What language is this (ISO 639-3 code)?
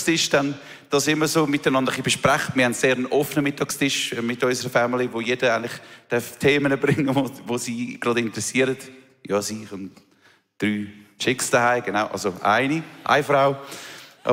gsw